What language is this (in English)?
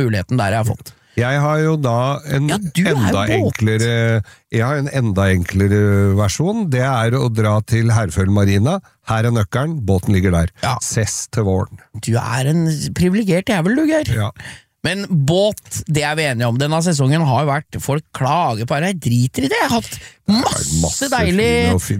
Norwegian